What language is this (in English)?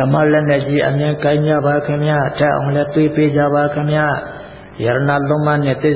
Burmese